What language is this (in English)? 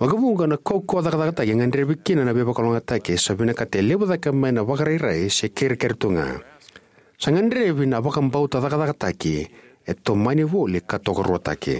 Fijian